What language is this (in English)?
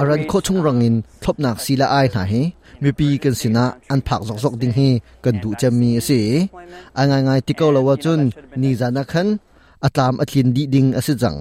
Hakha Chin